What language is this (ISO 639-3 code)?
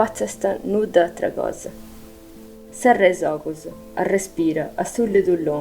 srd